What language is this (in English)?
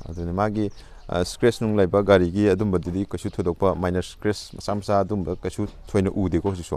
Manipuri